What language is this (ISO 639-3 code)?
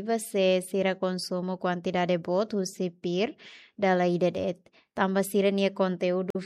tet